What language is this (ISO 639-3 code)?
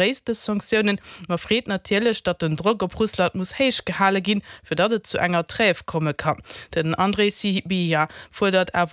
ltz